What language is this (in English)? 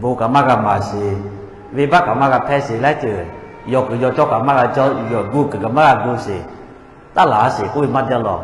Lahu